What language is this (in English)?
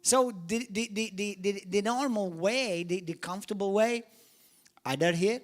English